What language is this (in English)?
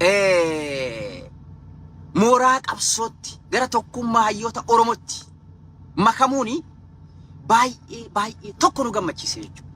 Oromo